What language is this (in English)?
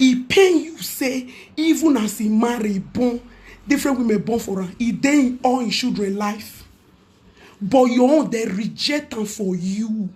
Nigerian Pidgin